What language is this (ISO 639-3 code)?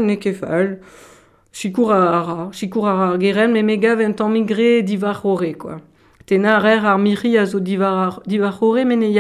bre